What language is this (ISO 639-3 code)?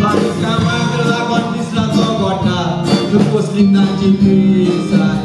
kok